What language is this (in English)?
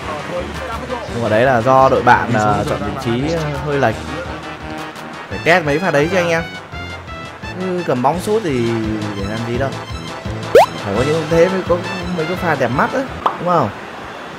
Vietnamese